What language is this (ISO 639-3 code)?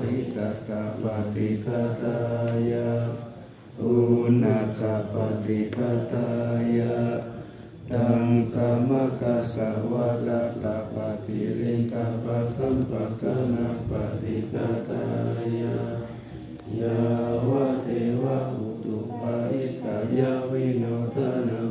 pli